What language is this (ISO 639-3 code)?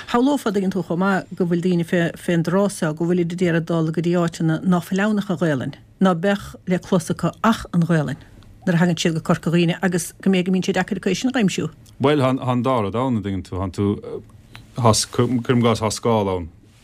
gle